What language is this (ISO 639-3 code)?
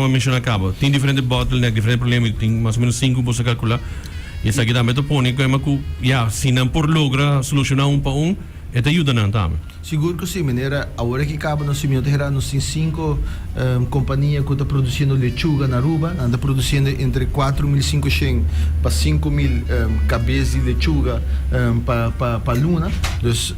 pap